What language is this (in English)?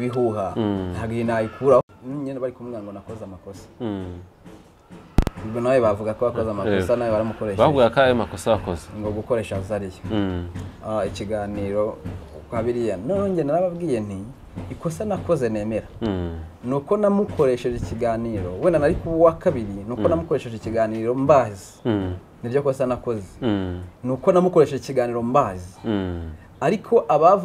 Kinyarwanda